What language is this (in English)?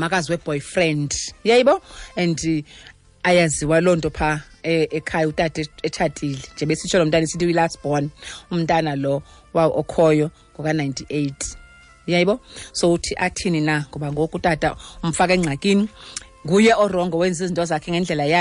Xhosa